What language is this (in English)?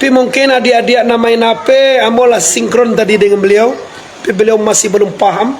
Minangkabau